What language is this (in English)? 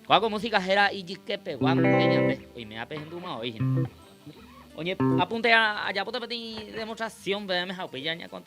Guarani